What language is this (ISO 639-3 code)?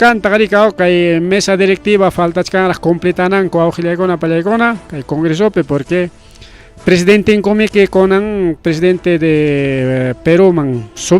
quy